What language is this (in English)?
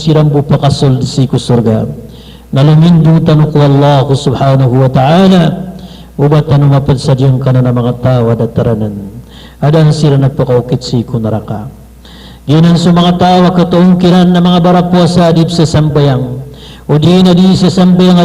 Maranao